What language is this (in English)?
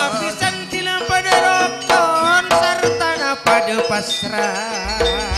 Madurese